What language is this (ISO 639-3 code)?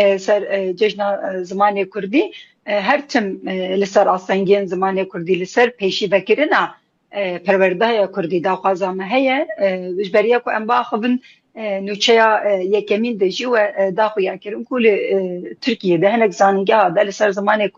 kur